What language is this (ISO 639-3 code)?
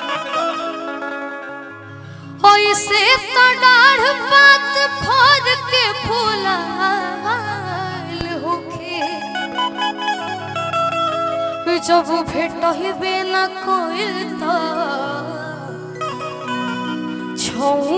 bho